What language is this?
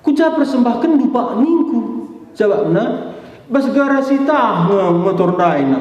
Batak Karo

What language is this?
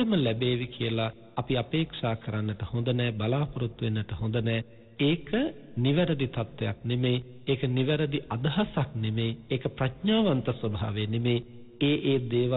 Sinhala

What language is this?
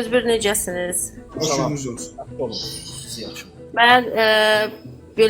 Azerbaijani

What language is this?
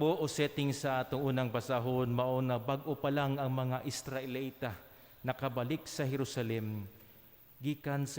Cebuano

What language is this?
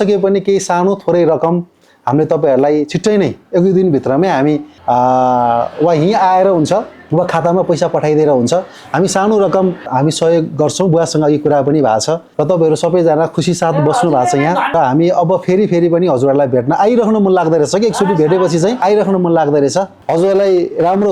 Nepali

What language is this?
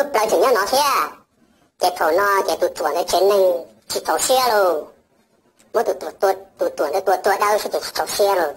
Hmong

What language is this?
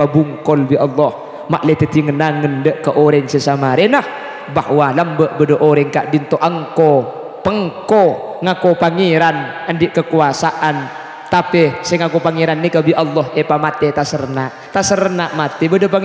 Madurese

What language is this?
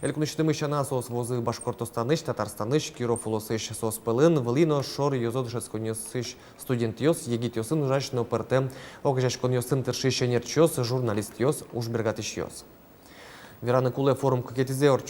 Udmurt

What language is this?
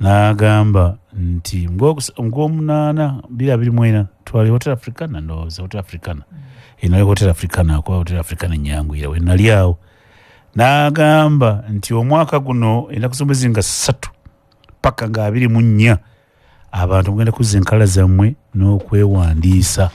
Ganda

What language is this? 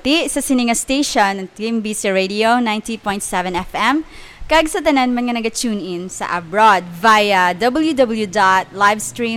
Hiligaynon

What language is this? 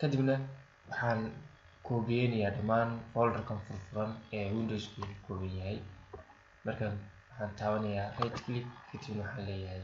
Somali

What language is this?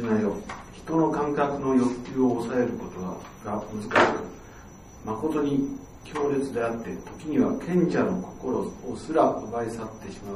Japanese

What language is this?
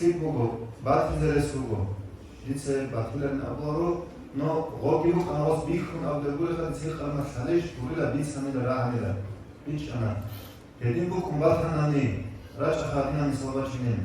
Avaric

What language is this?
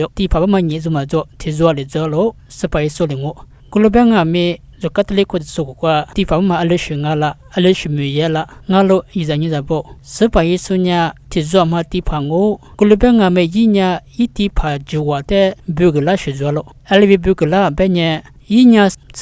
Lisu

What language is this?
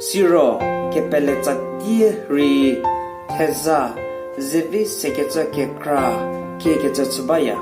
Angami Naga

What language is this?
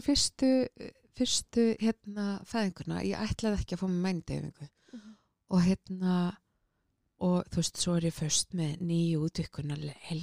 Icelandic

